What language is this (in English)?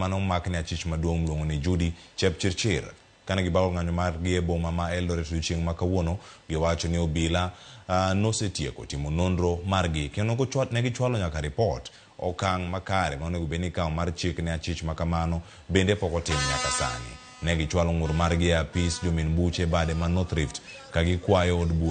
Luo (Kenya and Tanzania)